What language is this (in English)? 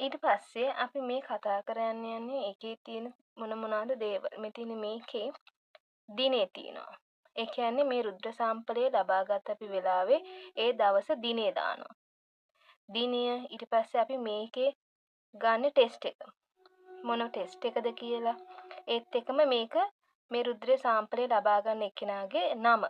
Sinhala